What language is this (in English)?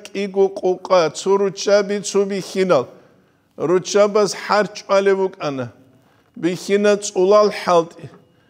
Avaric